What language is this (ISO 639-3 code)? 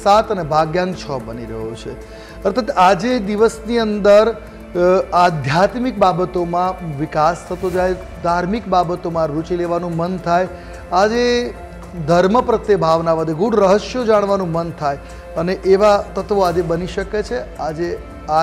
guj